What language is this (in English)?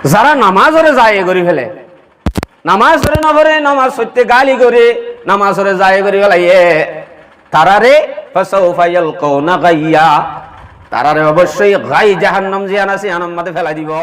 Rohingya